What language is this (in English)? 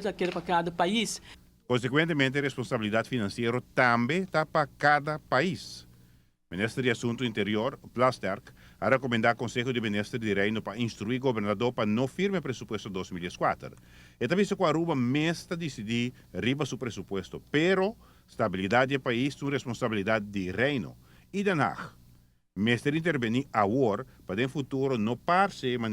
Papiamento